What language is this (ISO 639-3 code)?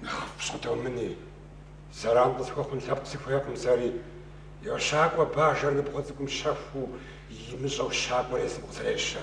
kbd